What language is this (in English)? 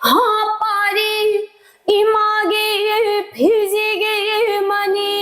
Manipuri